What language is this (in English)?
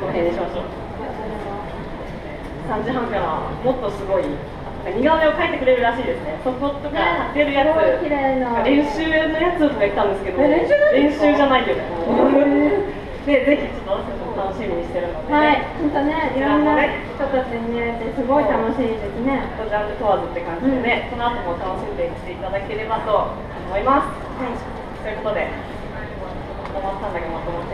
Japanese